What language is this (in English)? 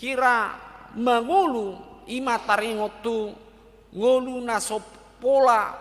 Batak Toba